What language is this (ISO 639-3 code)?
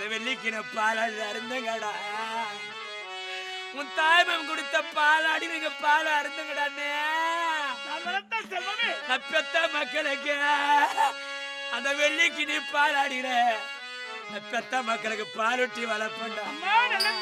tam